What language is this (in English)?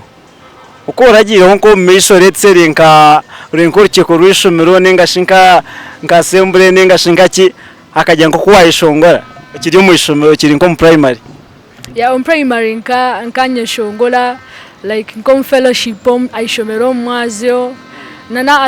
Nyankole